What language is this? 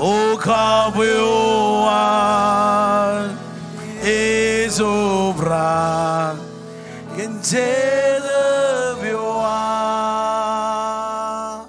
Marshallese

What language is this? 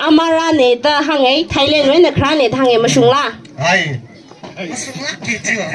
Tangkhul Naga (India)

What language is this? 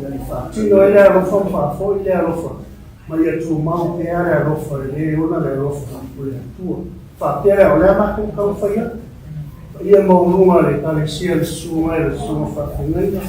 Samoan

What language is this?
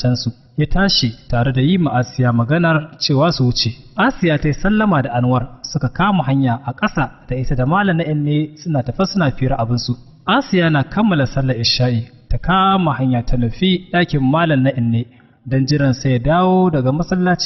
Hausa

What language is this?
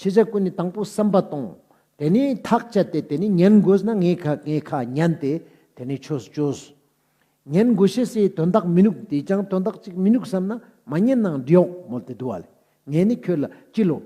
Ladakhi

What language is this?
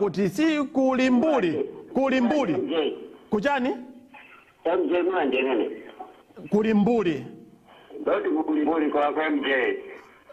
Nyanja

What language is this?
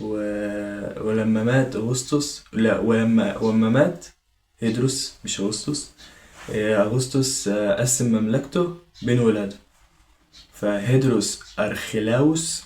Egyptian Arabic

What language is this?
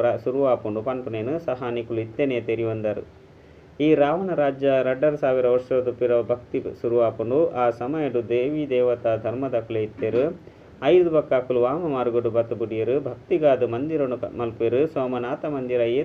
Tulu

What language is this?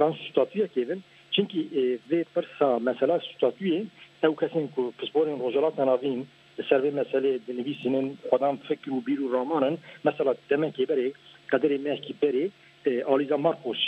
Kurdish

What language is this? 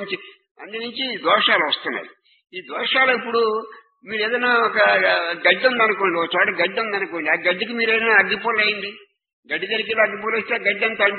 Telugu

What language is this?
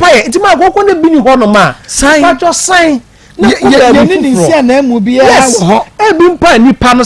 Akan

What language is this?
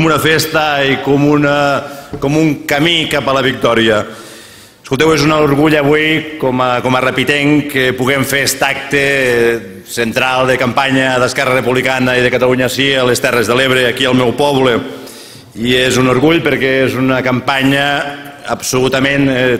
Catalan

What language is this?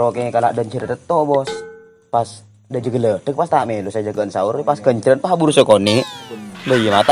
Madurese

